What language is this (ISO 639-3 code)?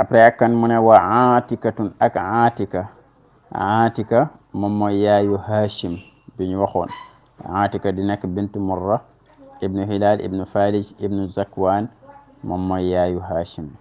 wol